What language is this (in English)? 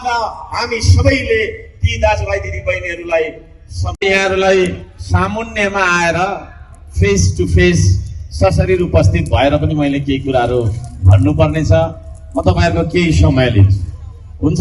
Nepali